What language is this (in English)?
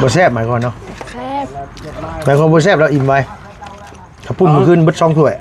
Lao